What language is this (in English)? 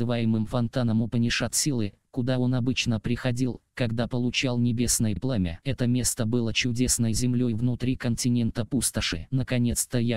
Russian